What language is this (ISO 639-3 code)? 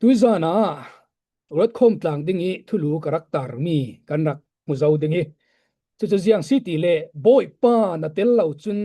cfm